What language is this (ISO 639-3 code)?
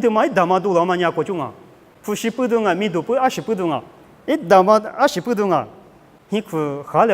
lis